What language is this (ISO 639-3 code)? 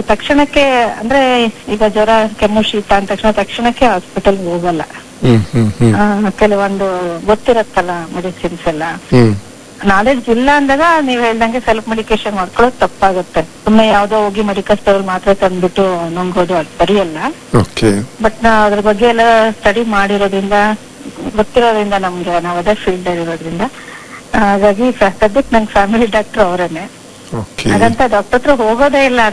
kan